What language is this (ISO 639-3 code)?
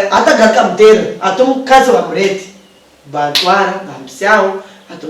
nyn